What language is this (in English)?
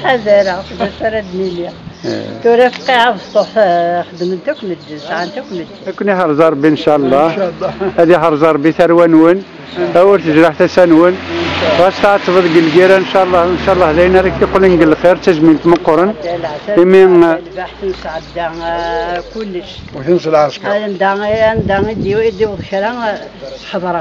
Kabyle